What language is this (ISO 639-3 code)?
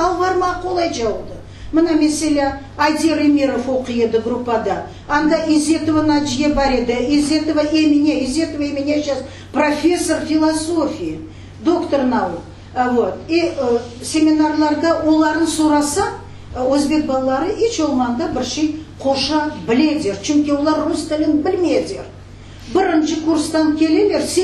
crh